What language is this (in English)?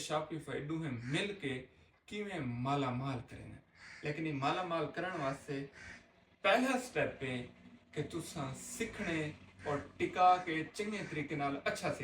Saraiki